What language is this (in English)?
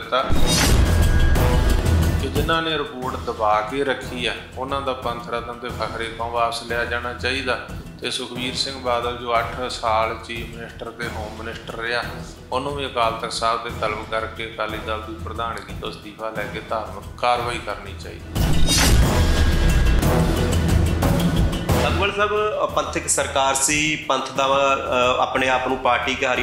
Punjabi